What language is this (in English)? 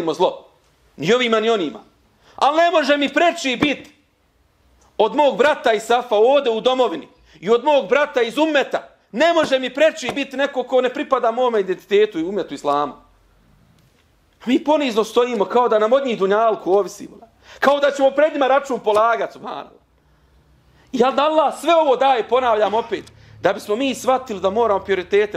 Bosnian